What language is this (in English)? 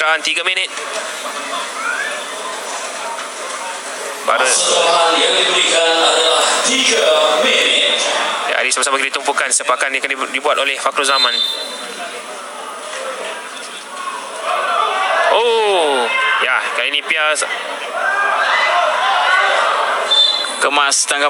Malay